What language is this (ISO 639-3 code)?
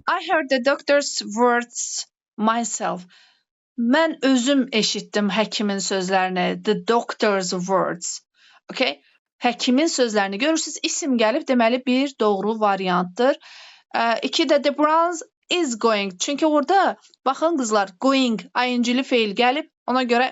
aze